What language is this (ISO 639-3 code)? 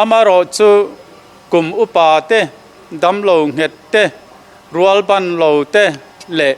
lus